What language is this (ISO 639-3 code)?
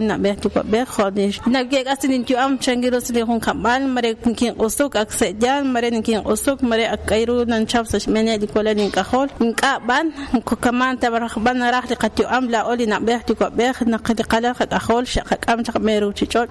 kek